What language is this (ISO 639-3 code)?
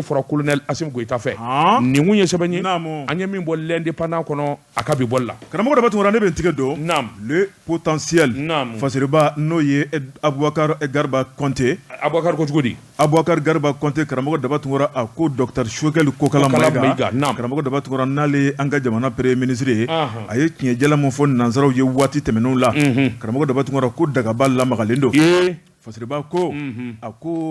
bam